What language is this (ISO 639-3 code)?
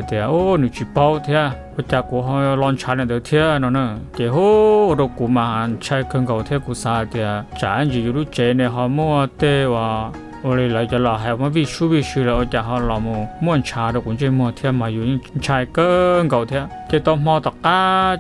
hmn